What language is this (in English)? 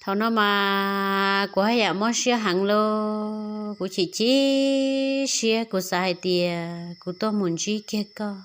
Hmong